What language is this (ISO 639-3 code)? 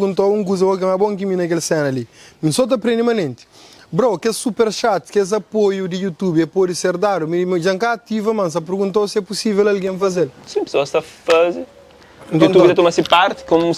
kea